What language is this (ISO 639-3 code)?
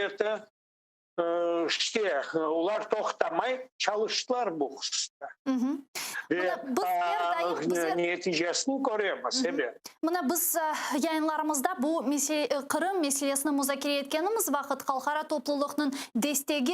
crh